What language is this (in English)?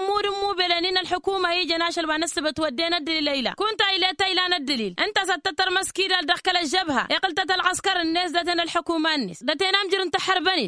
Tamasheq